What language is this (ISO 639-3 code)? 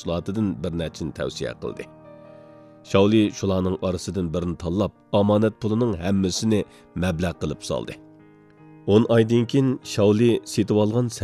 uig